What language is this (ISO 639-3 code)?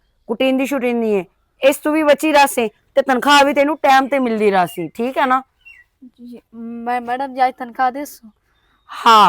lah